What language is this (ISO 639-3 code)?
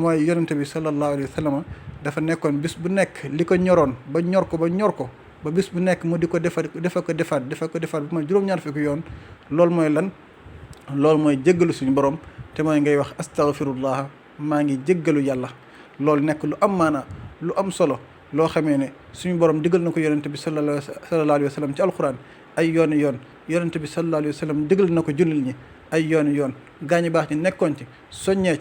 wol